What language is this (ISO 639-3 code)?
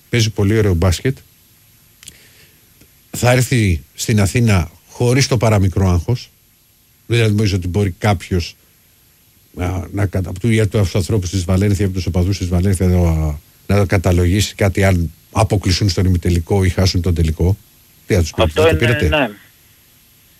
ell